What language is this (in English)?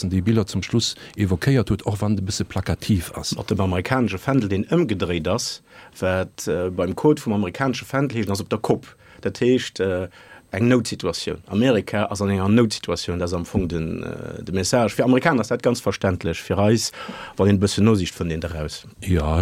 Luxembourgish